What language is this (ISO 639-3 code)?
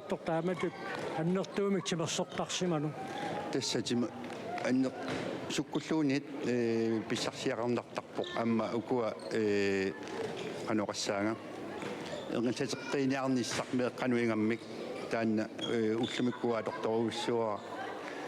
kal